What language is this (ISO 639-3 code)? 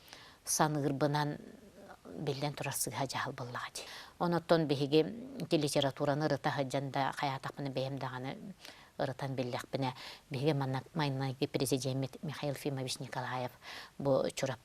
sah